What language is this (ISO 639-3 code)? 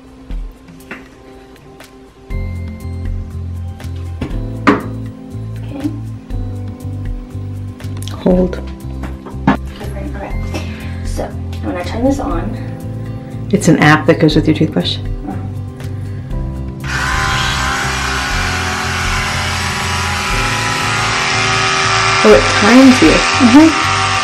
eng